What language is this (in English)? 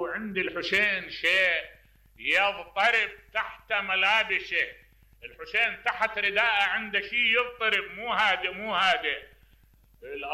Mesopotamian Arabic